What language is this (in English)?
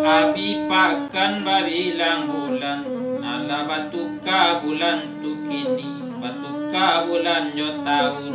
Minangkabau